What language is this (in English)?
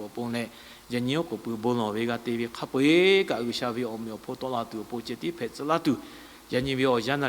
Lahu